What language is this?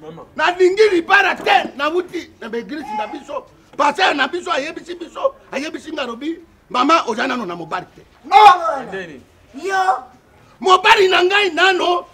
Lingala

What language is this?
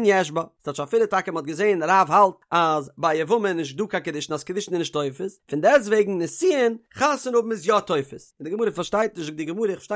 Yiddish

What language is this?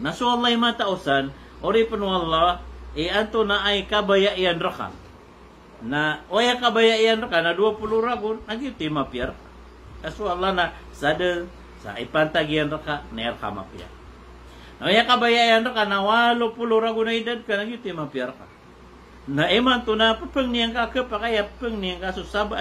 Maranao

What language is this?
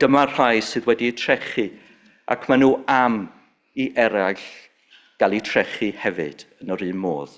Welsh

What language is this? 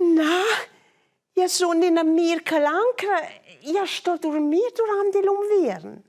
Romansh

